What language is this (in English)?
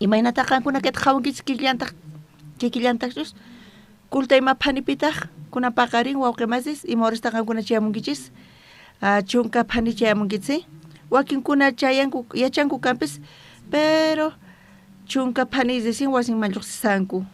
South Bolivian Quechua